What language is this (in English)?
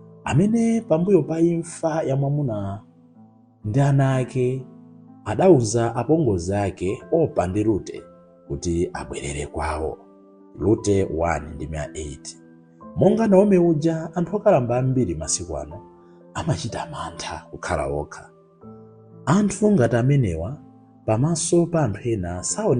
Nyanja